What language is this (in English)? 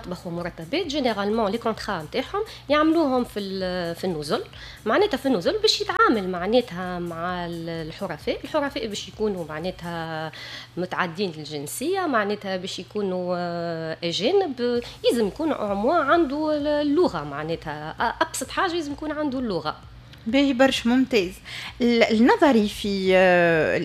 Tunisian Arabic